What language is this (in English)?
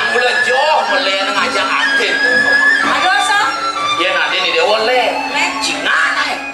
Balinese